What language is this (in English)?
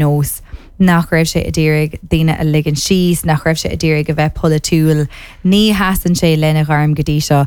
Irish